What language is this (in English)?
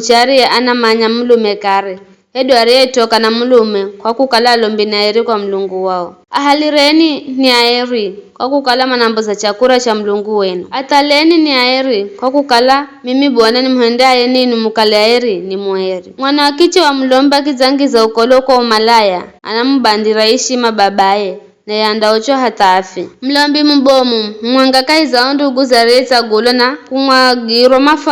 Giryama